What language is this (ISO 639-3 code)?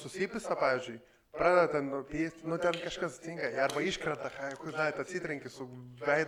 lit